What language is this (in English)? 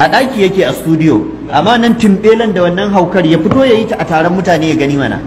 Hausa